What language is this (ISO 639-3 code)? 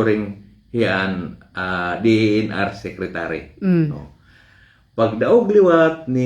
war